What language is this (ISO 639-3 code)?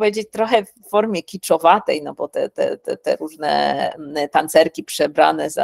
pol